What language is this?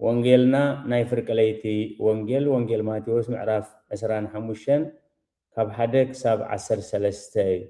Tigrinya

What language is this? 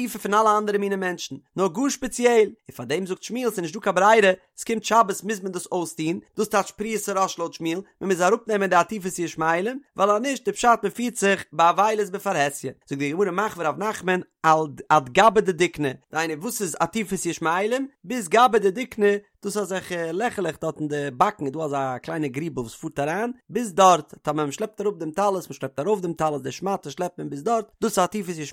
Yiddish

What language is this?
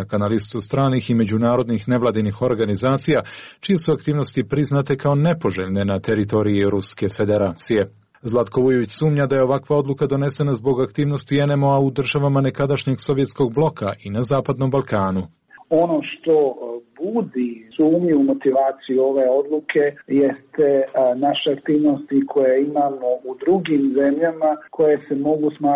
Serbian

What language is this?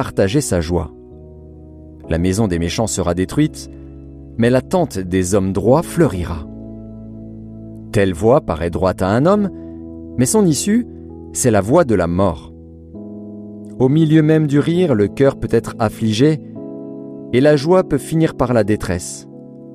French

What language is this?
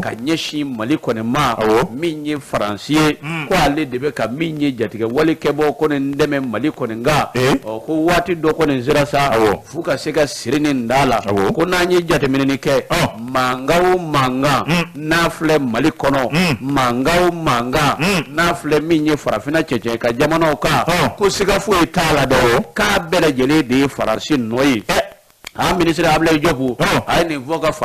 Bambara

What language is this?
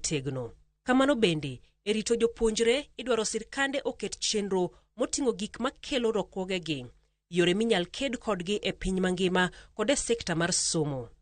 Luo (Kenya and Tanzania)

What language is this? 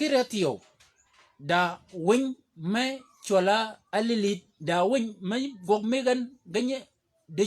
Shilluk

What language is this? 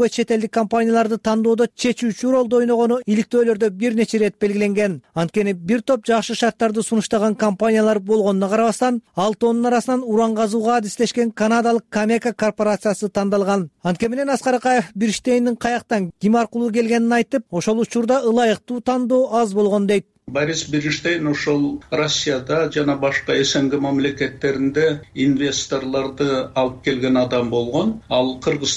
Kyrgyz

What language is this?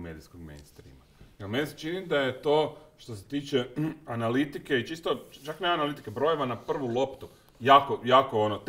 Croatian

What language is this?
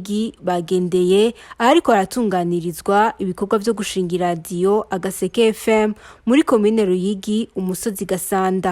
Rundi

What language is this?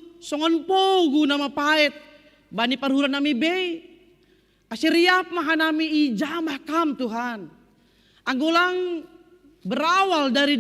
Batak Simalungun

